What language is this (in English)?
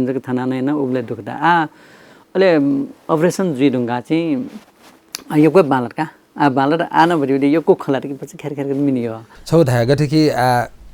Newari